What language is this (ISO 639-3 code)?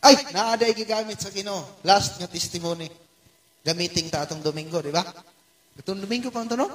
ceb